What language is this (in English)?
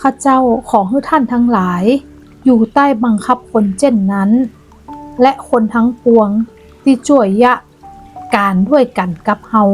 Northern Thai